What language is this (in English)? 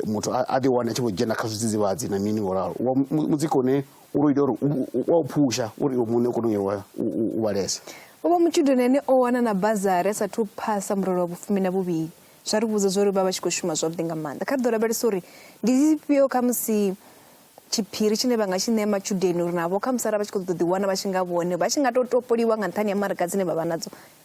Venda